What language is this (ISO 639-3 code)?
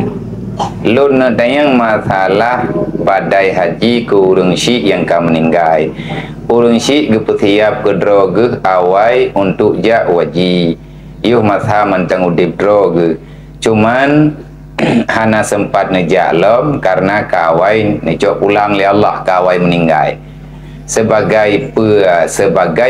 ace